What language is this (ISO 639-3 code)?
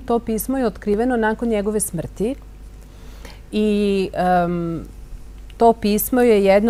srp